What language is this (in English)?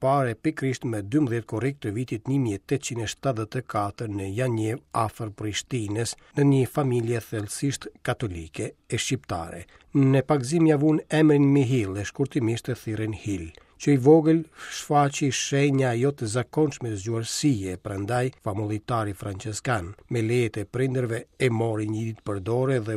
Albanian